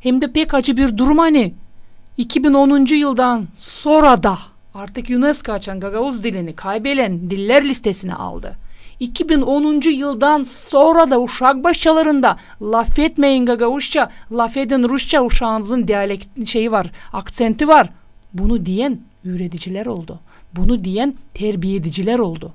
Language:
Gagauz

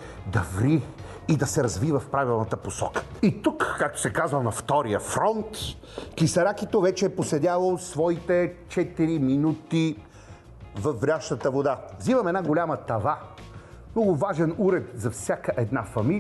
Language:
Bulgarian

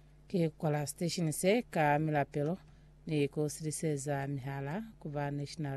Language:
Lozi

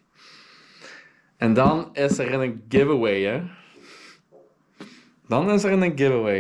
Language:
Dutch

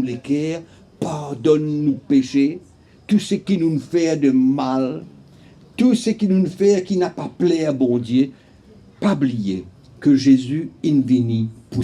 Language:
Morisyen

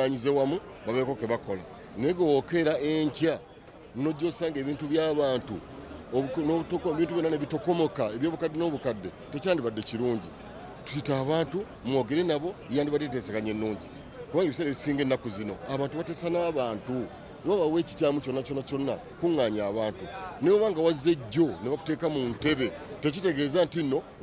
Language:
Ganda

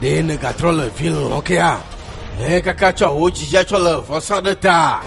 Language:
Ewe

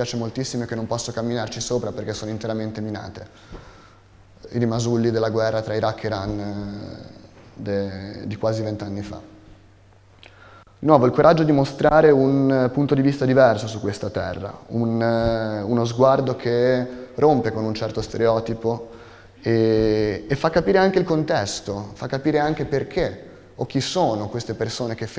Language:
Italian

